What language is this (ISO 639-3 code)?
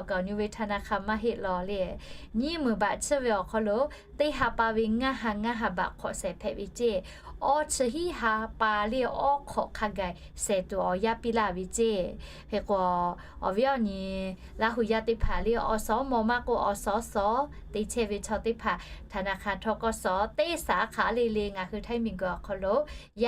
lhu